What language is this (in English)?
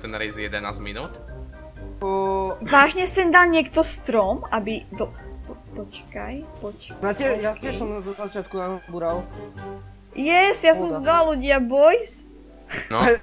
Slovak